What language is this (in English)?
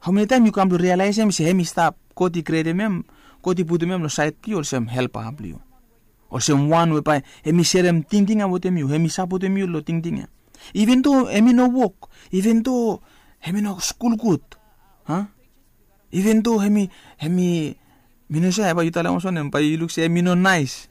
Bislama